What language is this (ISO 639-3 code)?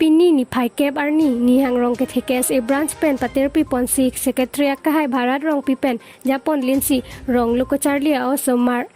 mjw